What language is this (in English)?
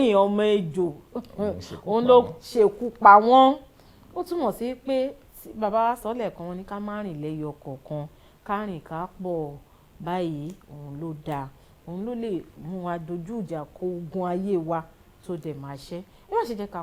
Yoruba